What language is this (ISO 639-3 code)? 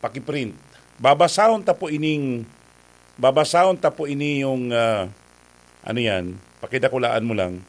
bik